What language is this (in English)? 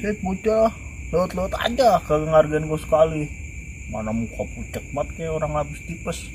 Betawi